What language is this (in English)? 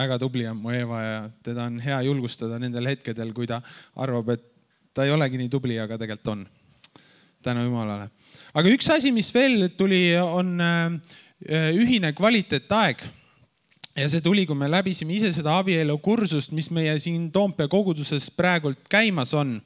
Estonian